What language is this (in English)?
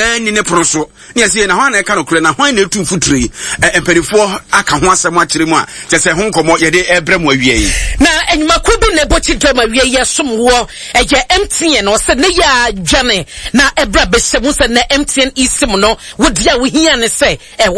Akan